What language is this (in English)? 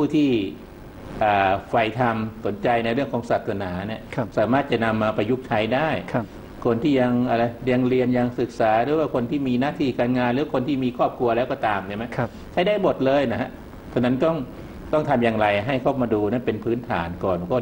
Thai